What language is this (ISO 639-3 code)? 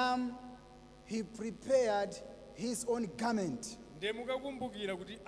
nya